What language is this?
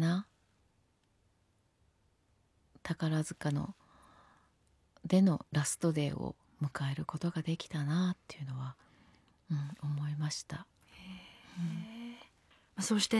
Japanese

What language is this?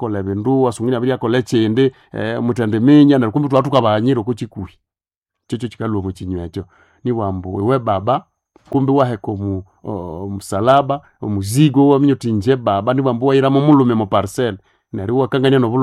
Nande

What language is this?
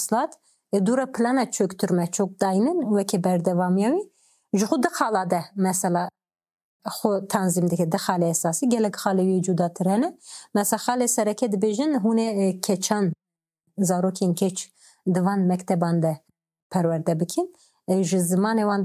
Kurdish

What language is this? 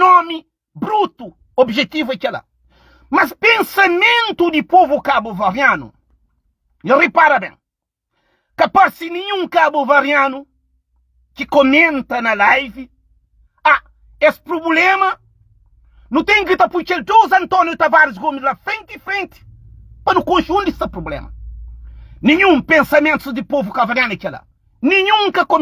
Kabuverdianu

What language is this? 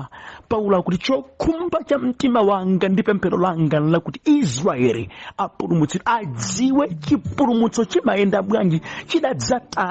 Nyanja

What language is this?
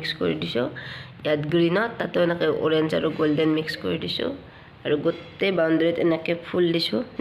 Assamese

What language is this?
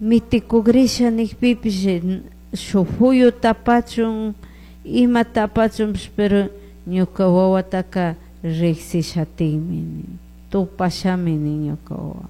Chimborazo Highland Quichua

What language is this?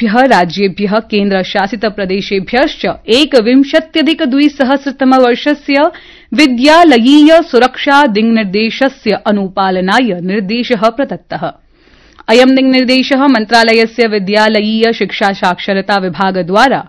Sanskrit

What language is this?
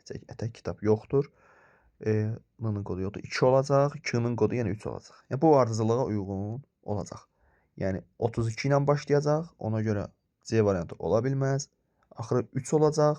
Azerbaijani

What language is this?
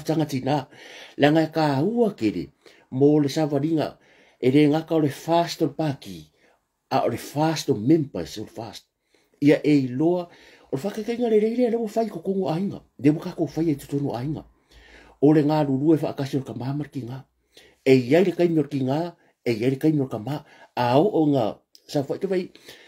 Samoan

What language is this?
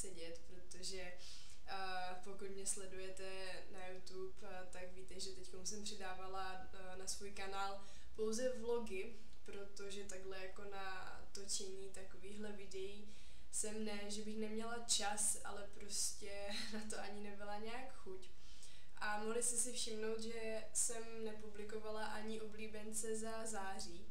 Czech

